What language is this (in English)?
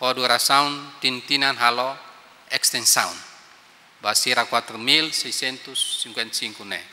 Tetum